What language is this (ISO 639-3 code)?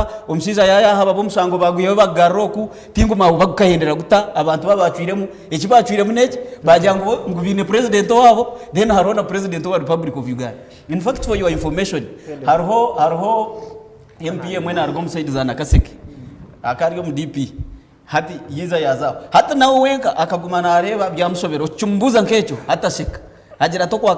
nyn